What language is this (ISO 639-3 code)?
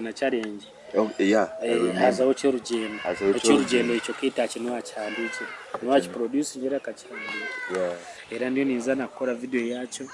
nyn